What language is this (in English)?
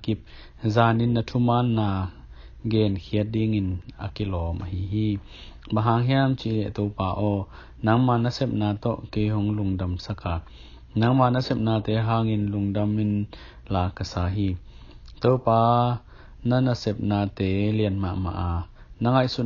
Tedim Chin